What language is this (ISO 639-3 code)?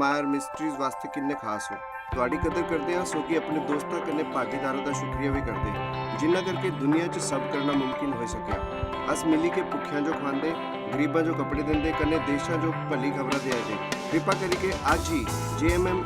doi